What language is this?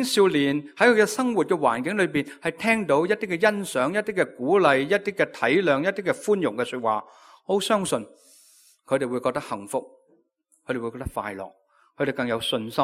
Cantonese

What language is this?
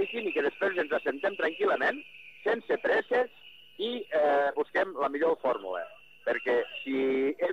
Catalan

